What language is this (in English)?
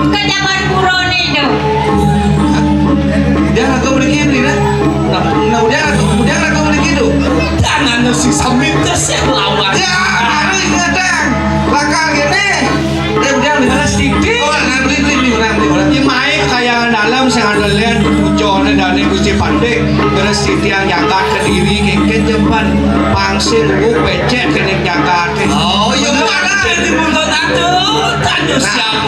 Balinese